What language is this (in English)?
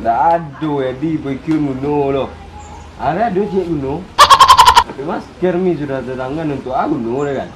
Minangkabau